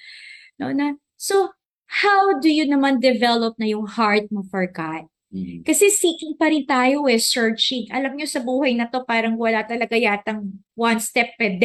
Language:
Filipino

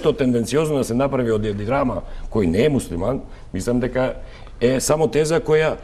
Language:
Macedonian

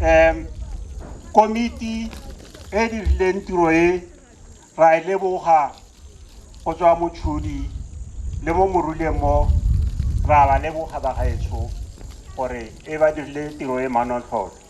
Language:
Tswana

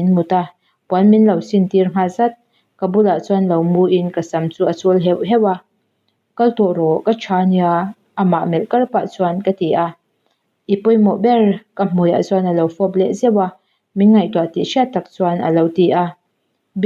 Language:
Mizo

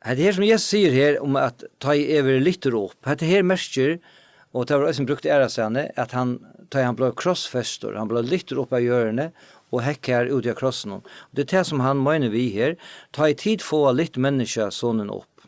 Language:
Faroese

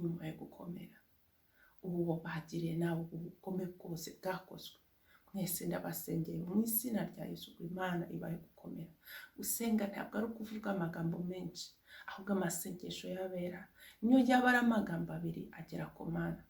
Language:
Kinyarwanda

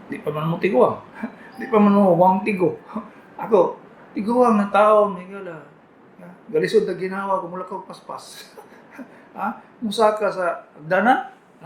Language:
Cebuano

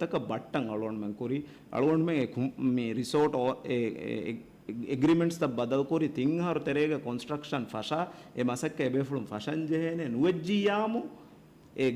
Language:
Divehi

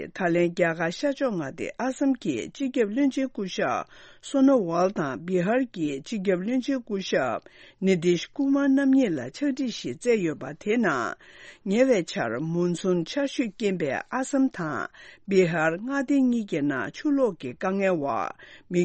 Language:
Tibetan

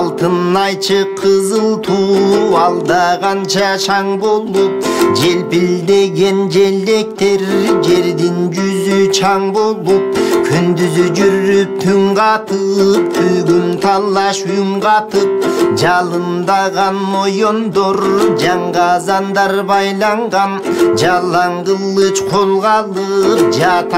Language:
Kyrgyz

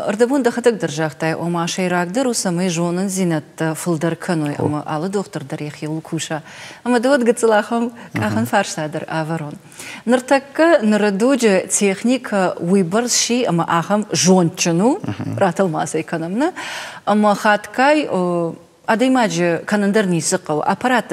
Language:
Ossetic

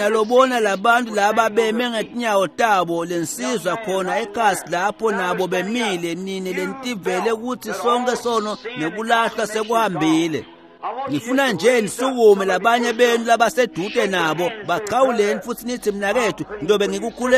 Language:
Swati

